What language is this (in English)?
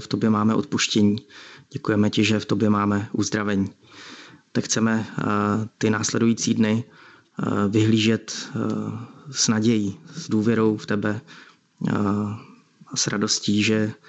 Czech